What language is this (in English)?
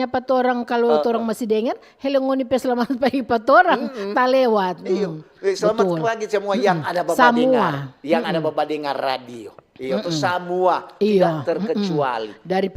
Manado Malay